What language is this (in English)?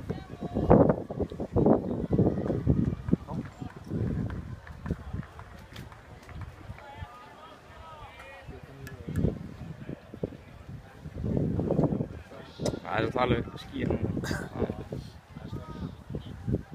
Icelandic